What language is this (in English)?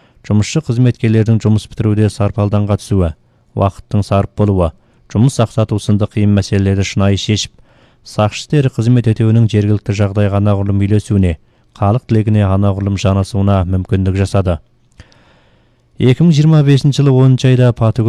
Kazakh